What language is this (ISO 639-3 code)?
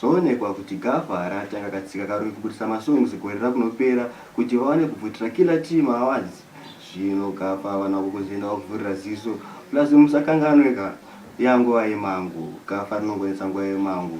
sna